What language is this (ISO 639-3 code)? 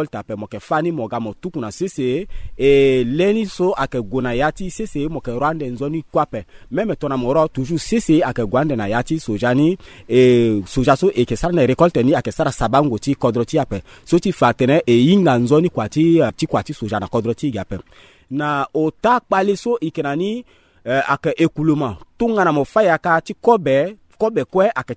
sag